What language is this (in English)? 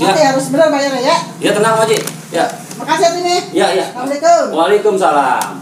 Betawi